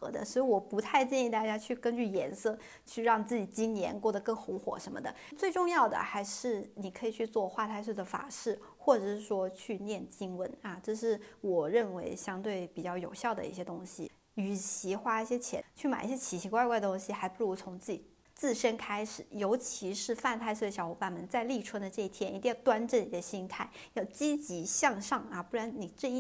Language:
Chinese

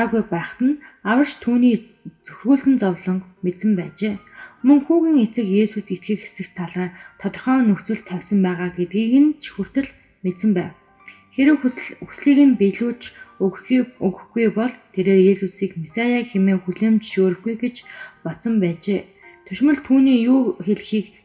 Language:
Mongolian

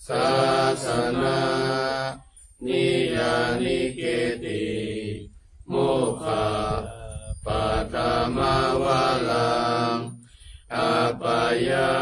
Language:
Pali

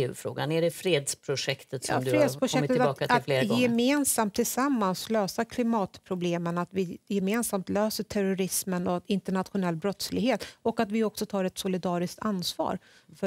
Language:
Swedish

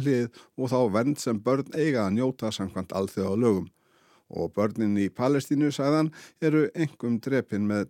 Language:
Icelandic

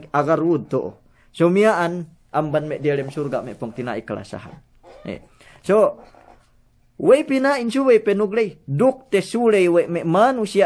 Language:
Yakan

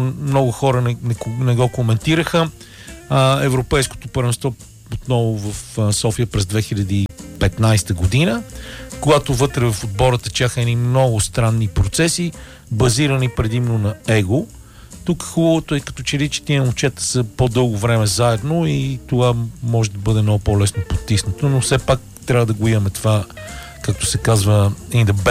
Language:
Bulgarian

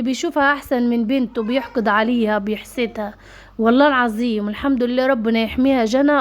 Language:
Egyptian Arabic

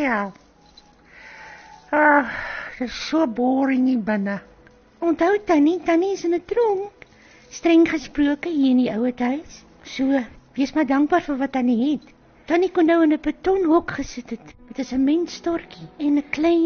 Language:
Afrikaans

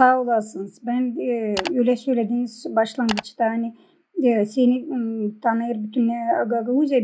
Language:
Gagauz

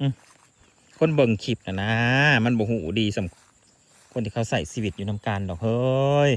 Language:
Northeastern Thai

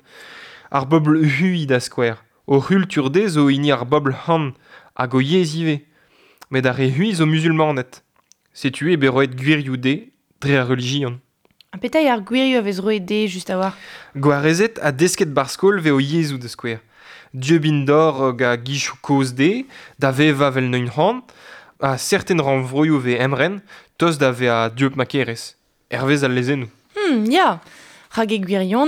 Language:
Breton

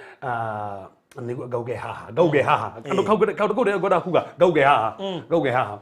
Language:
Kikuyu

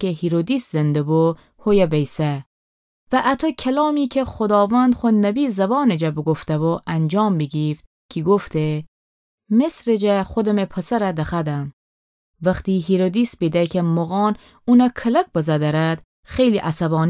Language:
Gilaki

